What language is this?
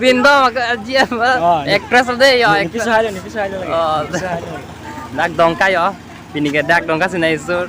Karbi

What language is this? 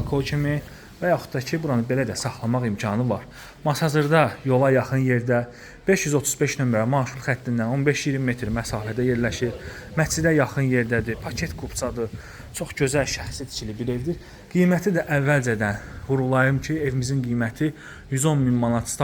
Azerbaijani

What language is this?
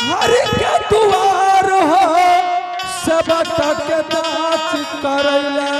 Angika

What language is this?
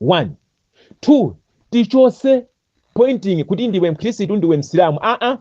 Nyanja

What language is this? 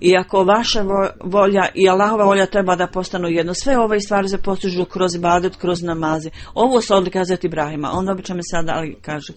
Bosnian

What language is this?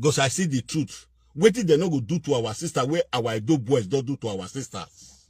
Nigerian Pidgin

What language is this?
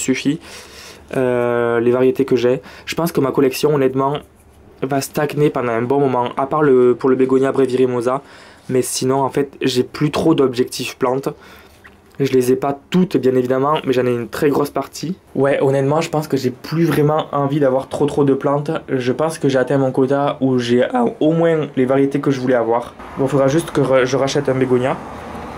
French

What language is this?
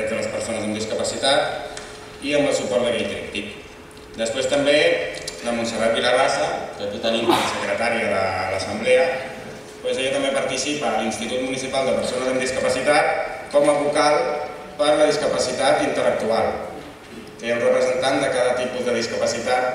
Catalan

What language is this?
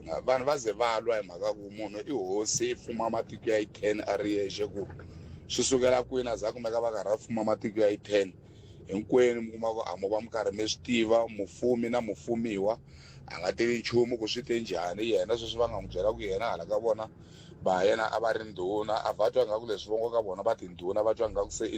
Tsonga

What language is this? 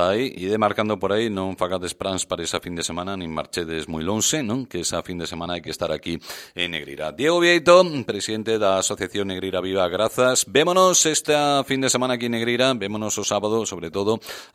Galician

